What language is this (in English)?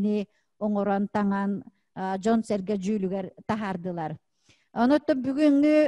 Yakut